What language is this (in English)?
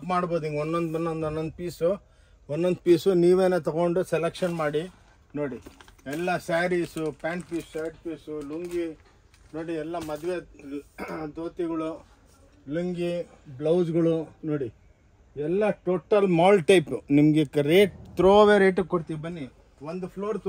Kannada